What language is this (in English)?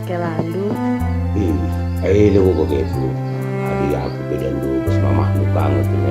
Batak Karo